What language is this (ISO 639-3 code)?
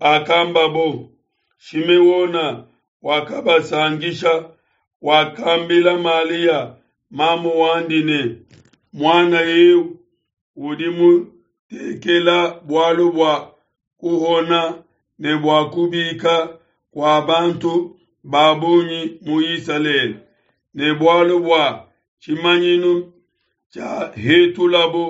lua